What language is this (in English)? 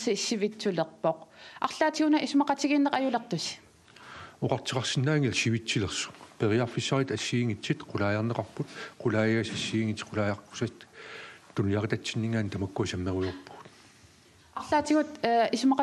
Kalaallisut